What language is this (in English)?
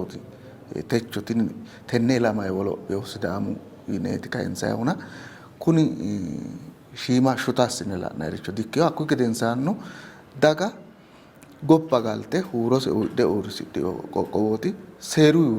Sidamo